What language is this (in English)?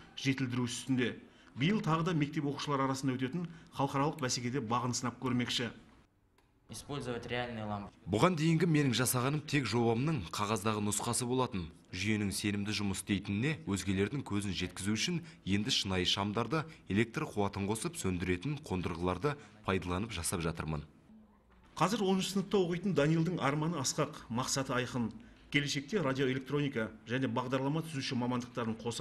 Kazakh